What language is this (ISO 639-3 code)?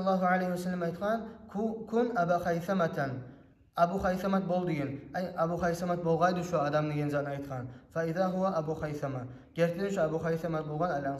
kum